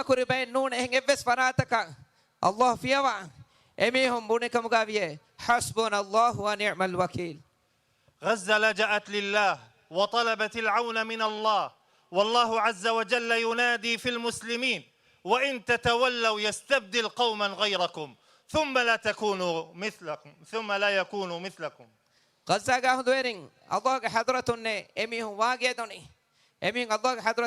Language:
Divehi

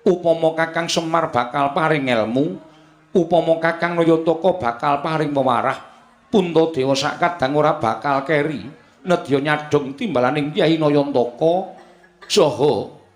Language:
Javanese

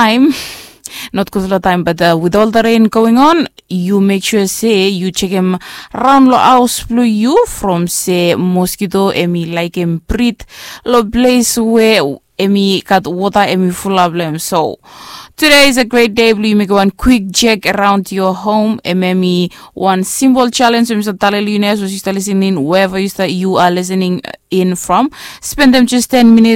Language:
Bislama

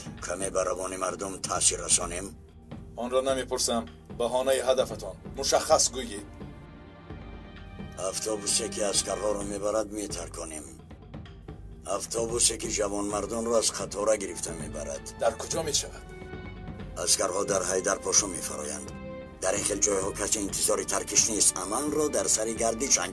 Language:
Tajik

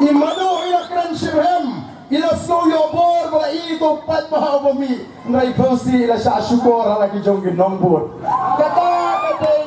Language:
Khasi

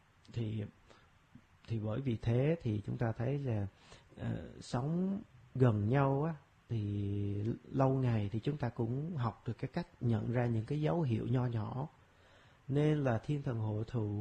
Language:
Vietnamese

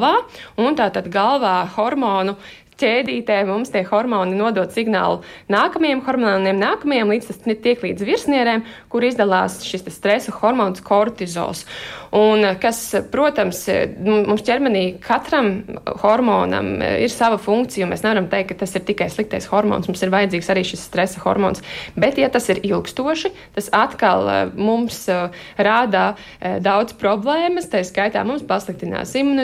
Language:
Latvian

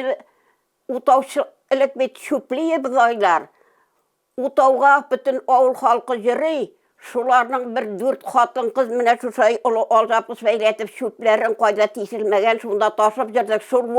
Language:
Tatar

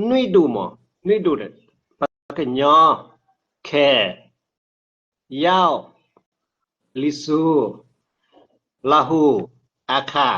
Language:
S'gaw Karen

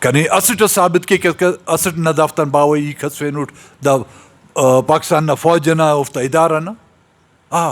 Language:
Brahui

